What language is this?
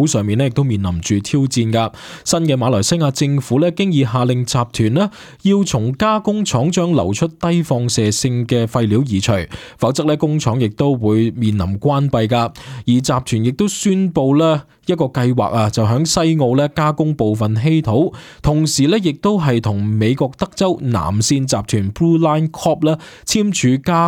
Cantonese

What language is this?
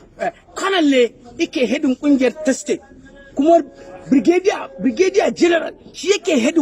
Hausa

